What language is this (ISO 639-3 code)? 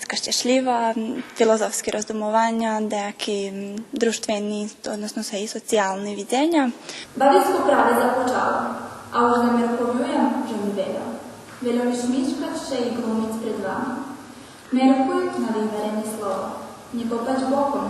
rue